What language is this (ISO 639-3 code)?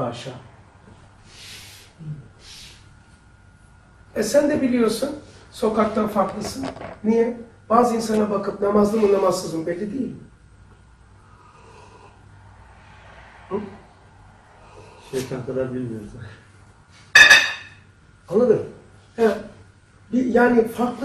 tur